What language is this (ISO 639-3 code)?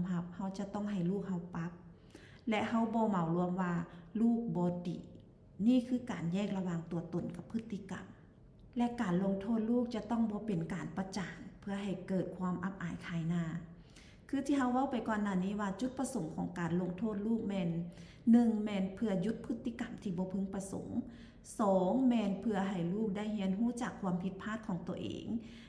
lao